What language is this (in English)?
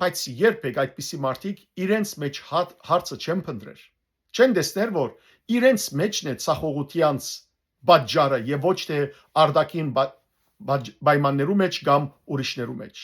Western Armenian